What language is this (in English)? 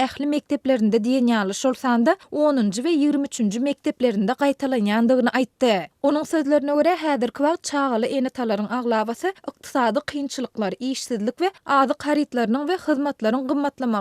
Turkmen